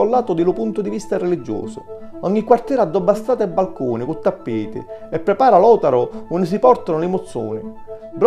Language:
Sicilian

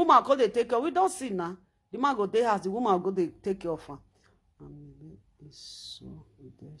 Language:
Nigerian Pidgin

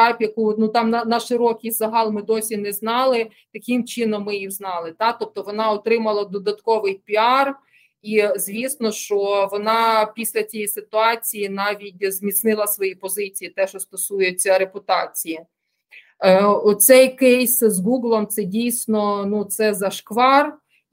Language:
Ukrainian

